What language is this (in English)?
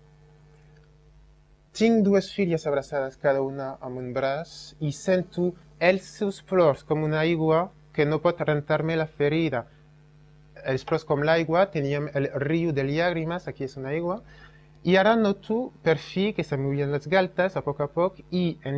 Catalan